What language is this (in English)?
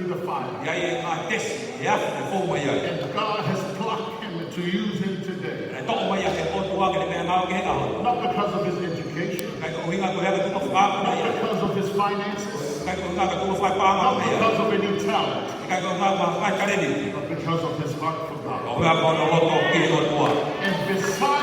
Tongan